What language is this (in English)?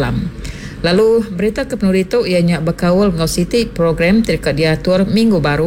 Iban